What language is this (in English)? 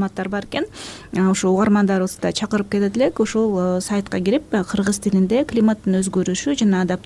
Kyrgyz